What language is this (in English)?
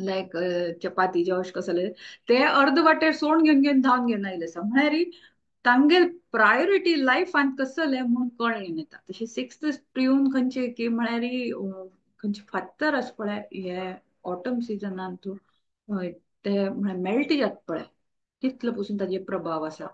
Konkani